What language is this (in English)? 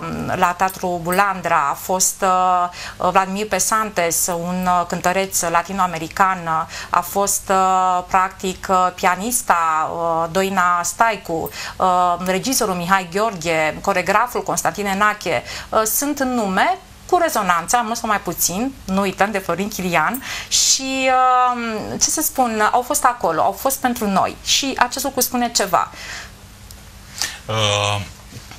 Romanian